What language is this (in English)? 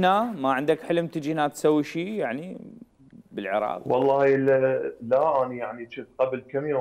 Mesopotamian Arabic